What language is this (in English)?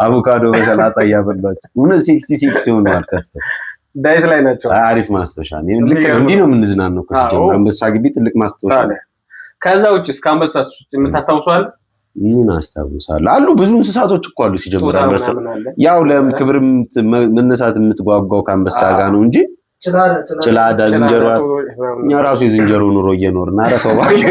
Amharic